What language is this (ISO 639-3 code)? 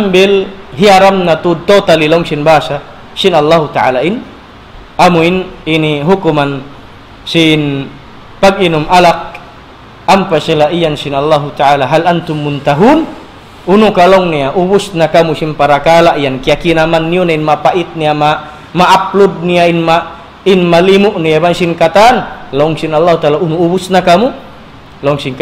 tsg